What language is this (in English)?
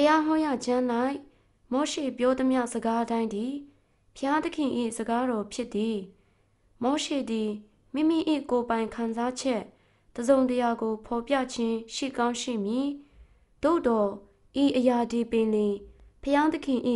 Burmese